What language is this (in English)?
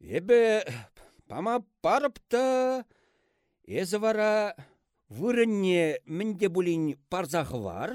Chuvash